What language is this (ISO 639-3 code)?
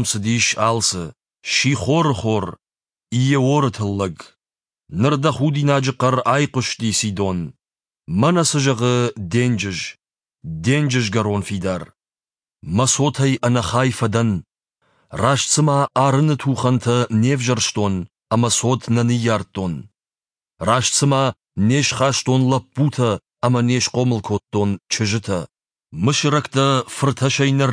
oss